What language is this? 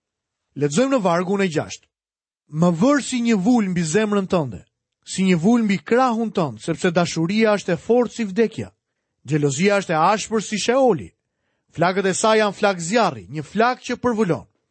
Albanian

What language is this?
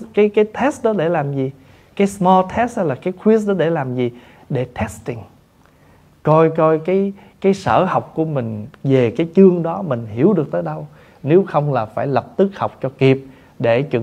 Vietnamese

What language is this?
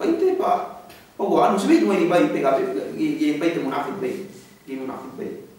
Yakan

